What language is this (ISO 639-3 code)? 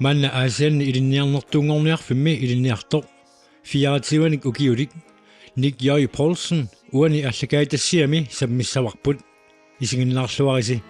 kal